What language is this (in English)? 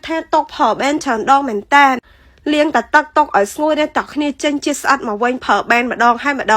Khmer